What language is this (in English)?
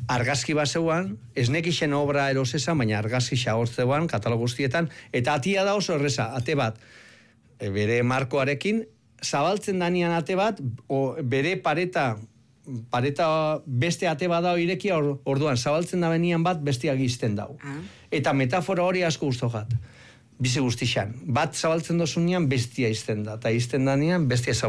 Basque